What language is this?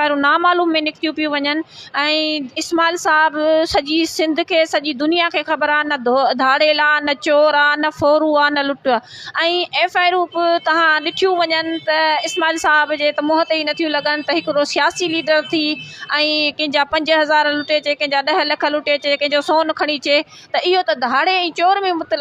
Sindhi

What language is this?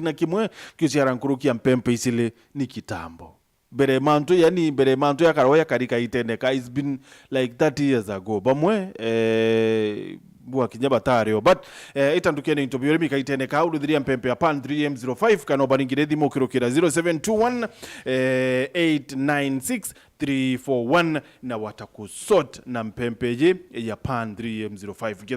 Meru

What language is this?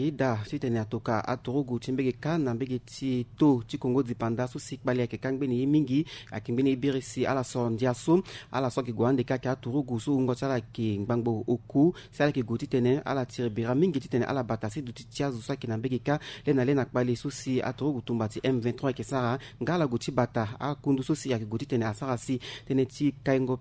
Sango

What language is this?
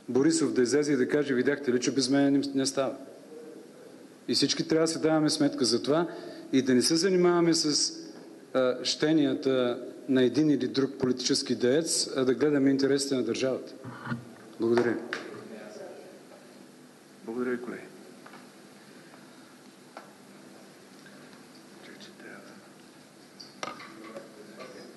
Bulgarian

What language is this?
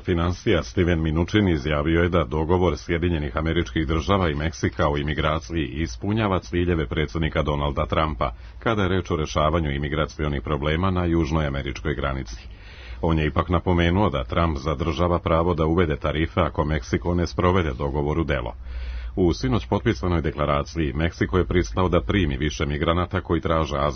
Serbian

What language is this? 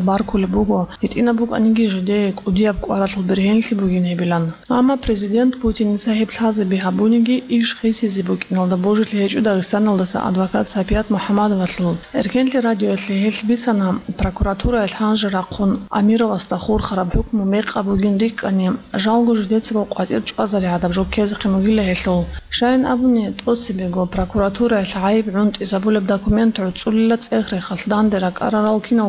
Avaric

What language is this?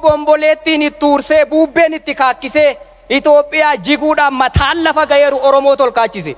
Oromo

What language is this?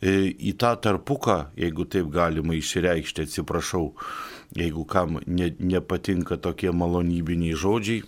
Lithuanian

